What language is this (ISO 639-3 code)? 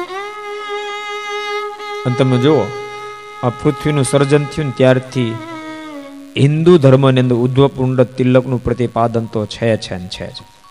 guj